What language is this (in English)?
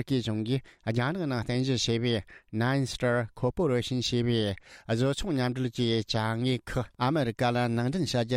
Tibetan